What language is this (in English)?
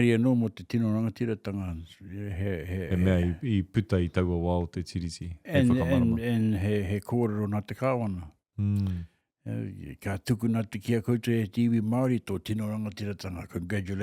Māori